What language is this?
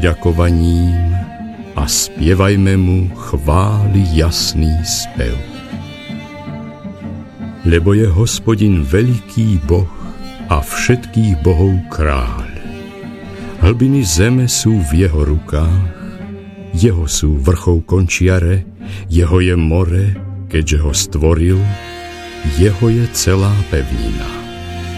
Slovak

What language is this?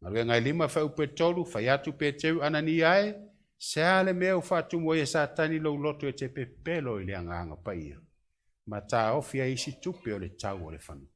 Samoan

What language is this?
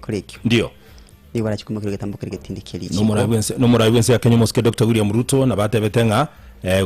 Gusii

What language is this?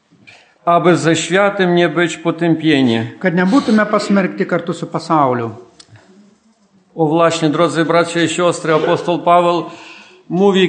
Polish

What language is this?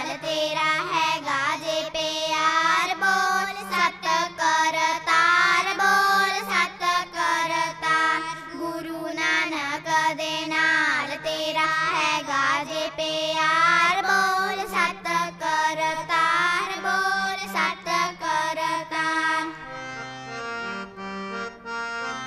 Punjabi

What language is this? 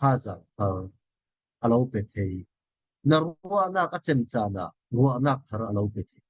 Falam Chin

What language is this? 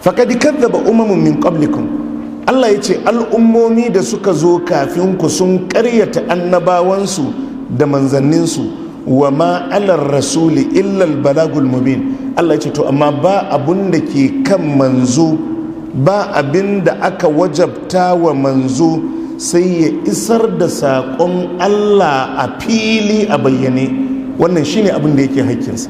Hausa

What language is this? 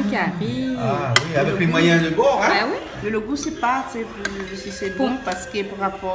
Réunion Creole French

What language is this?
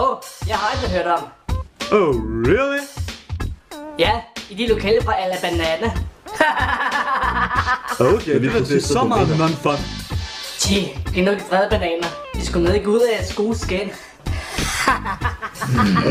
Danish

